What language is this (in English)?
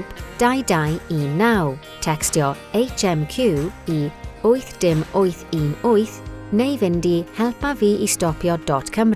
Welsh